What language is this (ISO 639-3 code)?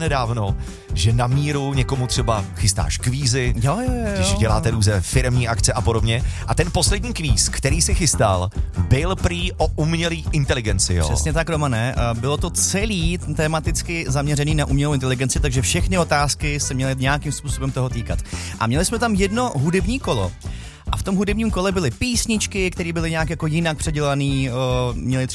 ces